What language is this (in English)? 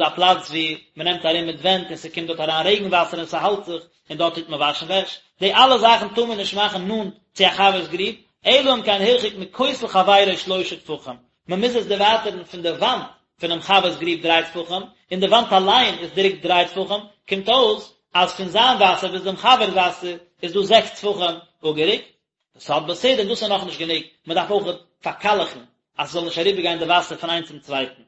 Yiddish